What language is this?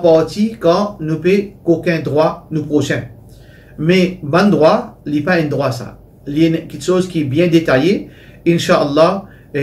Morisyen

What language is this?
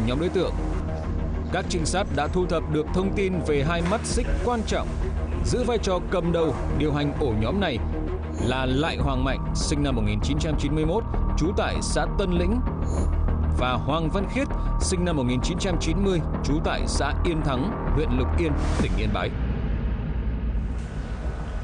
Vietnamese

